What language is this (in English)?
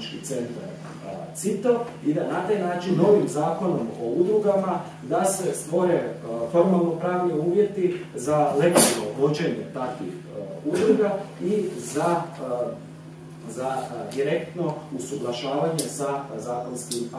Croatian